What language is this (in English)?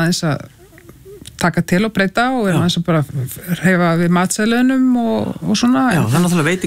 Icelandic